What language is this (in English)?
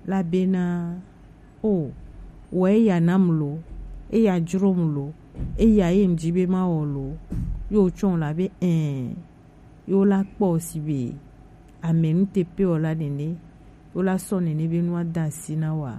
Gen